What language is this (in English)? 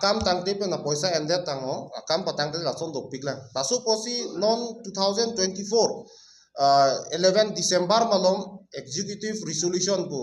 Karbi